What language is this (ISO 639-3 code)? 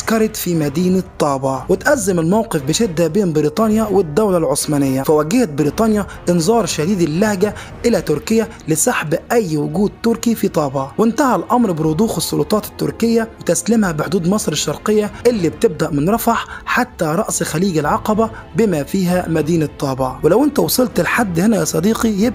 arz